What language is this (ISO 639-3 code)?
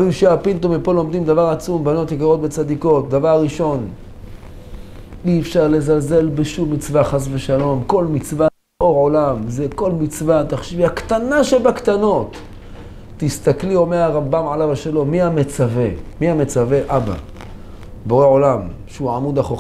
heb